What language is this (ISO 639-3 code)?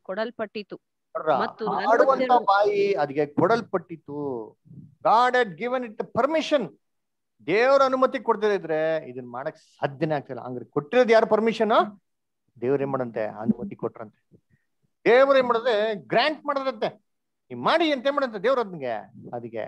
kan